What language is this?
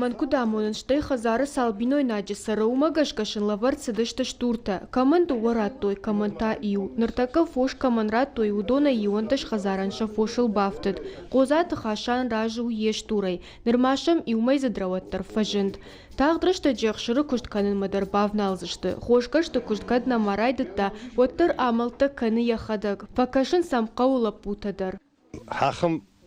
Ossetic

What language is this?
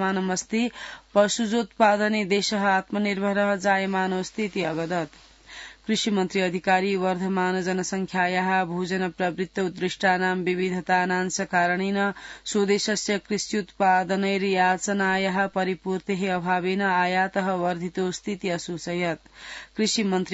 Sanskrit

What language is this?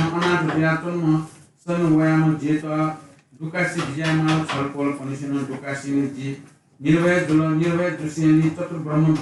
Newari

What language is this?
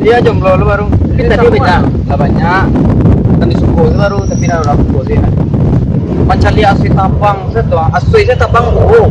Minangkabau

